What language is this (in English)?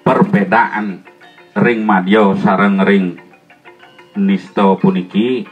Balinese